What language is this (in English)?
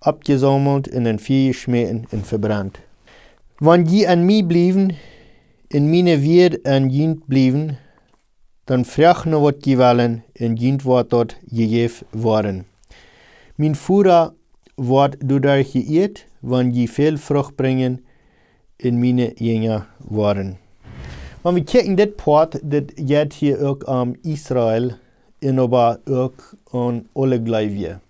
Plautdietsch